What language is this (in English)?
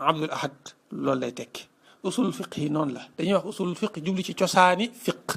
Wolof